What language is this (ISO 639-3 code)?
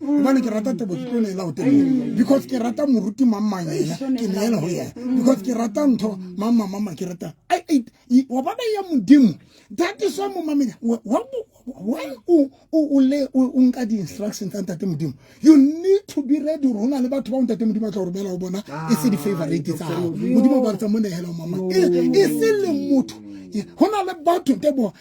sot